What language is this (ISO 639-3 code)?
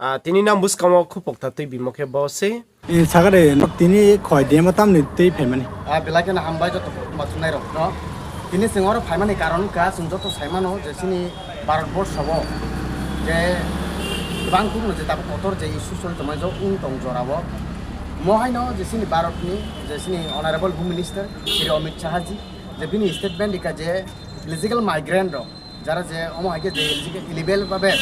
ria